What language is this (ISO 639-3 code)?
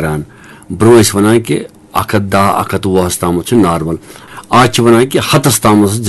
kas